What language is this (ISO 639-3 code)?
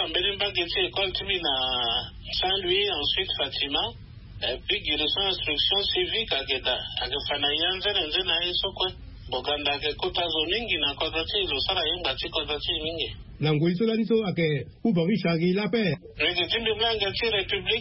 sag